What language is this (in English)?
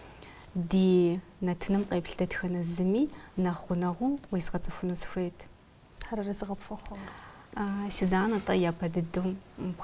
Kabardian